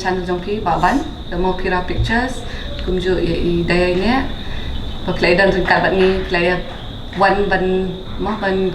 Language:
Khasi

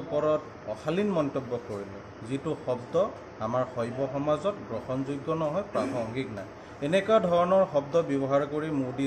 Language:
Assamese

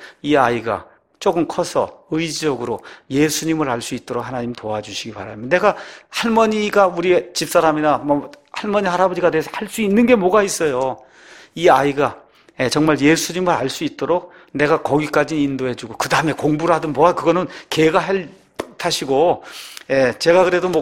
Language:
Korean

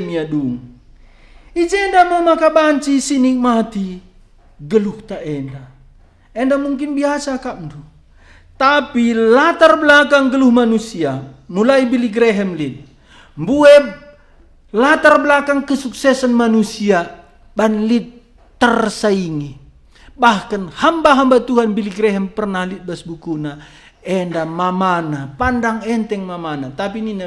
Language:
Batak Karo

